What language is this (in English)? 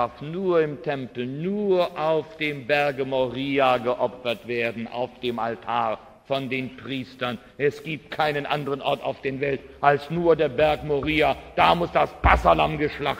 German